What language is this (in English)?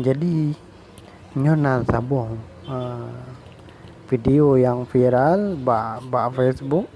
Achinese